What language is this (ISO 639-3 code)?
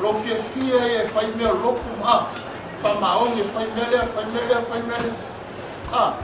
smo